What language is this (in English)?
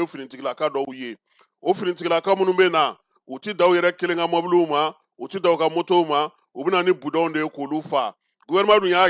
Bambara